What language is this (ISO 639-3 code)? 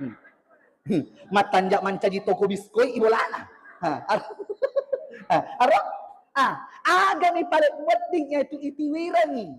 bug